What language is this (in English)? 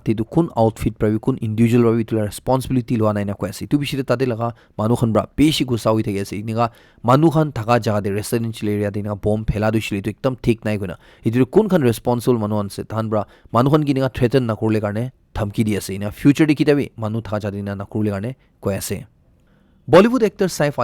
Naga Pidgin